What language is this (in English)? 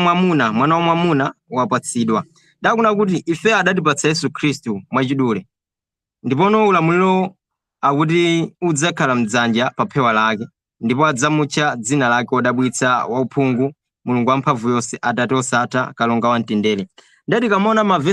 Nyanja